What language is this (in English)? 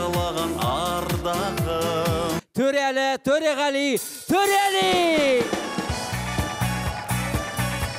Kazakh